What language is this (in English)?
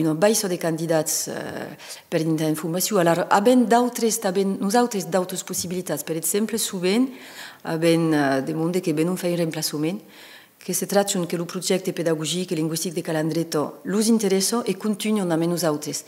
Occitan